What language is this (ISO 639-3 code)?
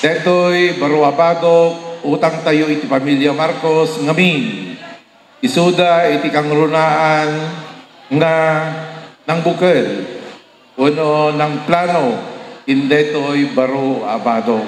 ilo